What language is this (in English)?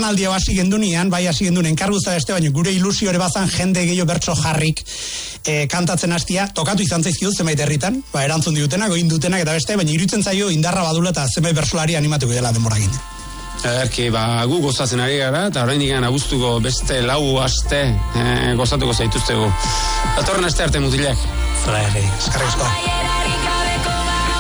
Basque